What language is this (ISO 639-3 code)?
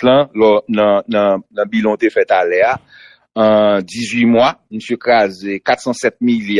hat